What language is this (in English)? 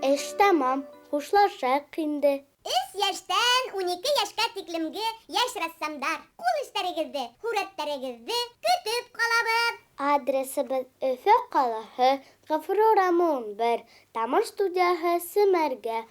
Bashkir